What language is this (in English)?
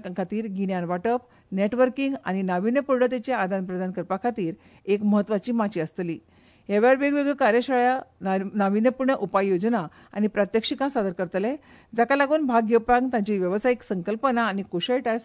Konkani